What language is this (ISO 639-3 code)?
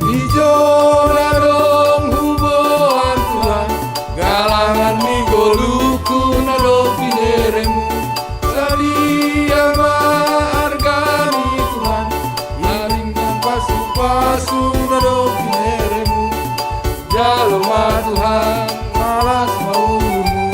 bts